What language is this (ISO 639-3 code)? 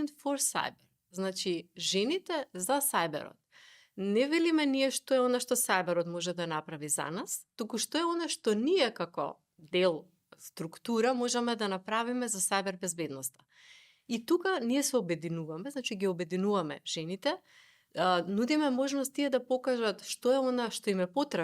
mkd